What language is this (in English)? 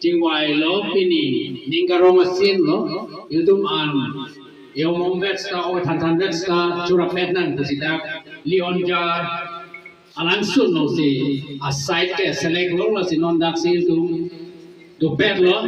Karbi